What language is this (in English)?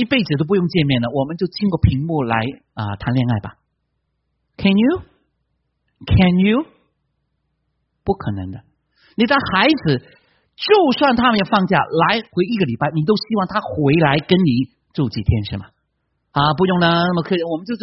Chinese